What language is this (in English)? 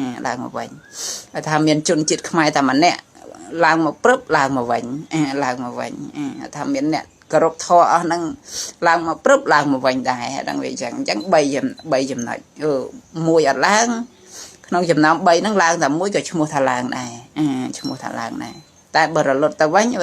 Khmer